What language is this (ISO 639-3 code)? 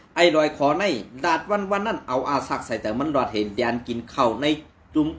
shn